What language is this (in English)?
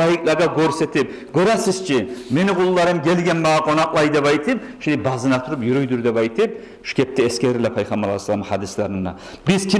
Kumyk